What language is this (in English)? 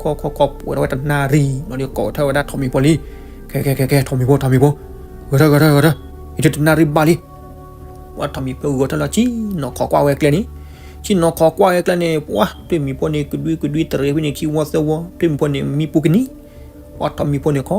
S'gaw Karen